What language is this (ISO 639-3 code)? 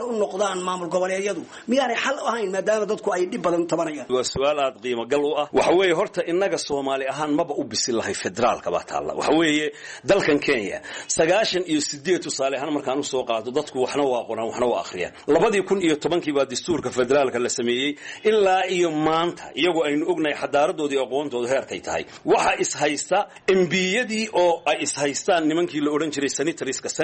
som